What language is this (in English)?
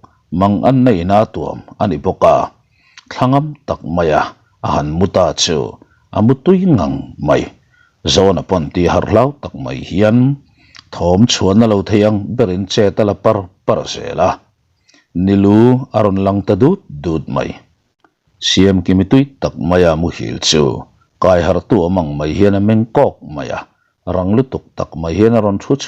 Mizo